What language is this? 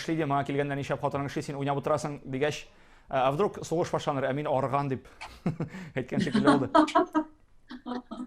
Tatar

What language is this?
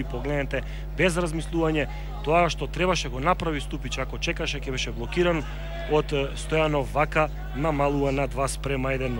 Macedonian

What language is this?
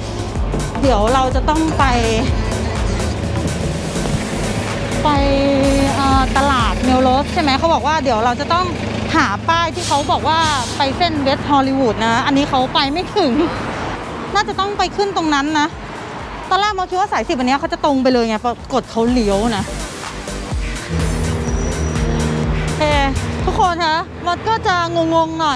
Thai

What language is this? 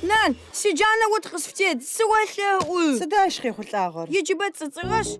Adyghe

